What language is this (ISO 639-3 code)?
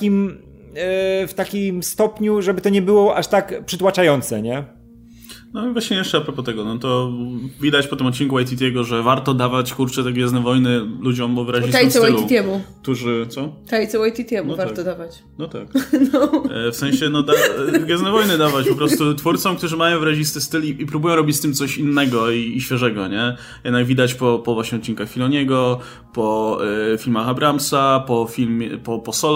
pol